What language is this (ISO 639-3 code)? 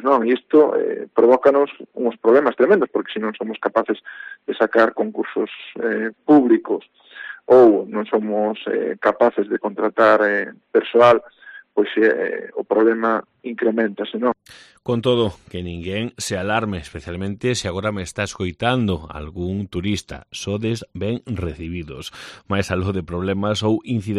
glg